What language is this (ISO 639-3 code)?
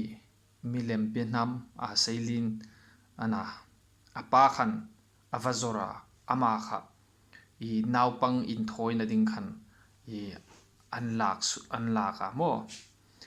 hmr